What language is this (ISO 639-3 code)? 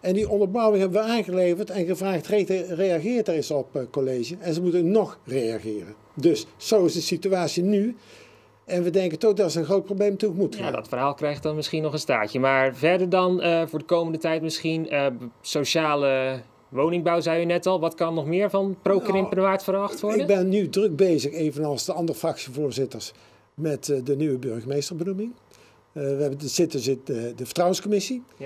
nld